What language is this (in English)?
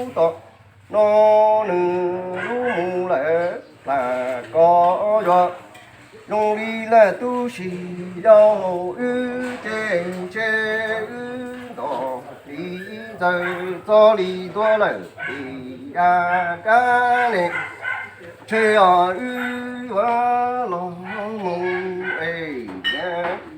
Hmong